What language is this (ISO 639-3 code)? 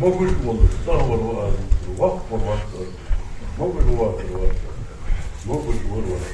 inh